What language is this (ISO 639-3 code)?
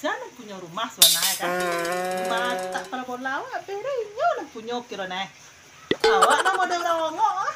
min